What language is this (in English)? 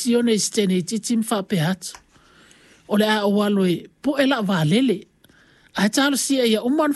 Samoan